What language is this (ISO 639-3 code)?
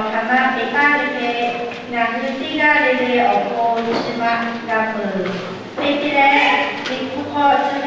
lhu